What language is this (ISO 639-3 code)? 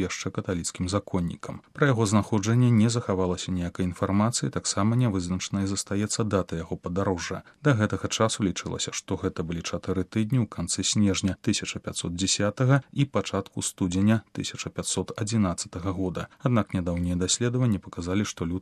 bel